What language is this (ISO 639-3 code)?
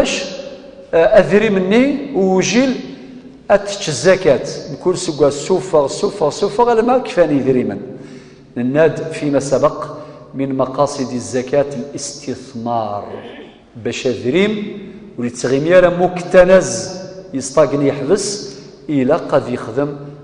kab